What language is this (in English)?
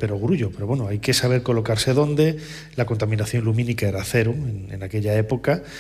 Spanish